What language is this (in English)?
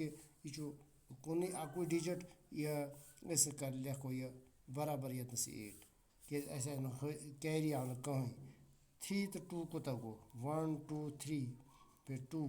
Kashmiri